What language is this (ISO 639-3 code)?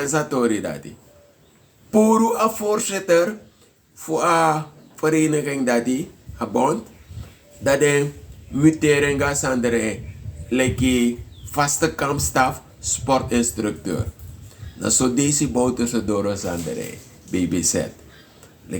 srn